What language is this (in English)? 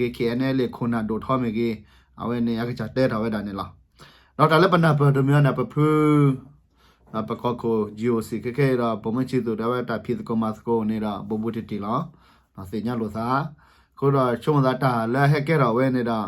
S'gaw Karen